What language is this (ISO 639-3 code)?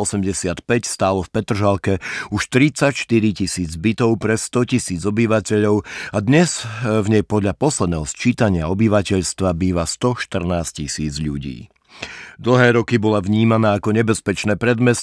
slk